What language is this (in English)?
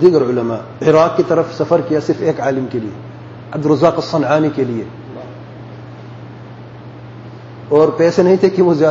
Urdu